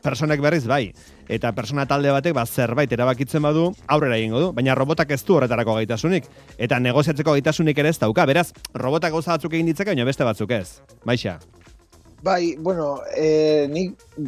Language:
Basque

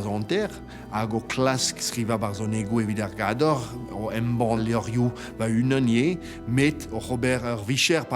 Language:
Breton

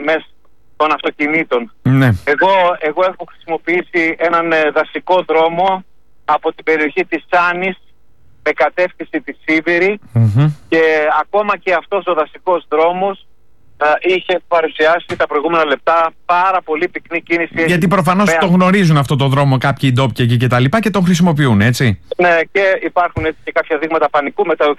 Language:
Greek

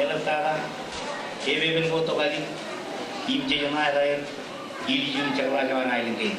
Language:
Marshallese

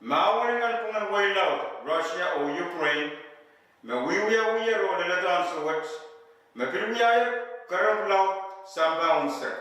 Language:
Pohnpeian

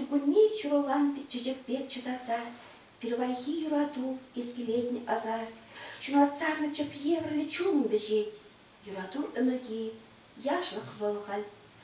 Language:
Chuvash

